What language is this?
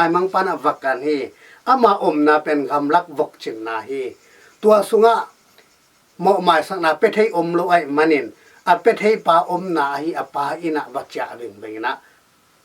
Tedim Chin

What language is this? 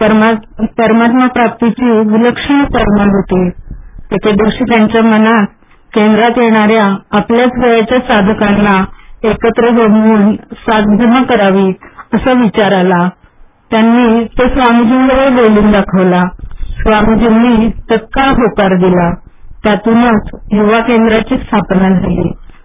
Marathi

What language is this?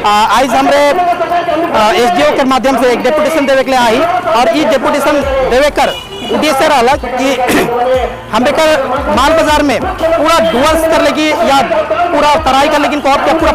Sadri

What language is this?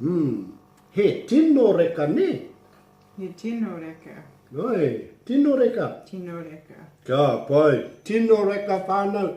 Māori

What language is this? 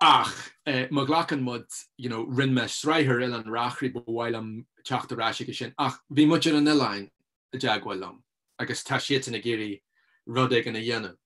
Irish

